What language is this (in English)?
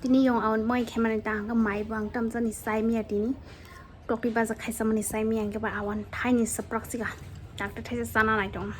Kok Borok